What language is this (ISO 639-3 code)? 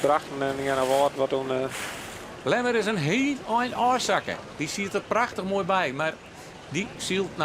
fry